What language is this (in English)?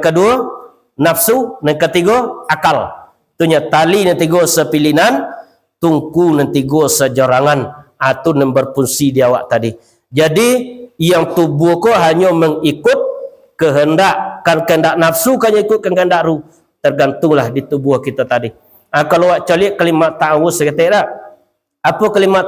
Minangkabau